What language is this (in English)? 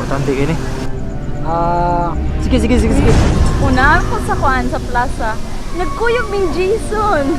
Cebuano